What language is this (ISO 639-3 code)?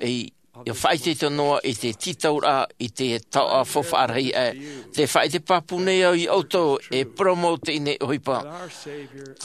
tah